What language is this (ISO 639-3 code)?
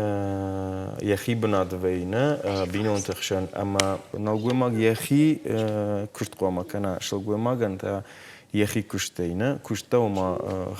oss